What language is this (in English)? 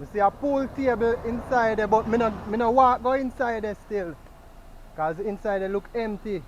Jamaican Creole English